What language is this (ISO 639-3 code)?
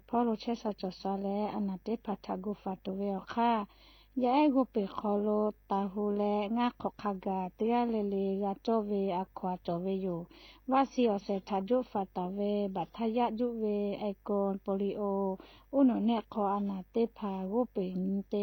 lhu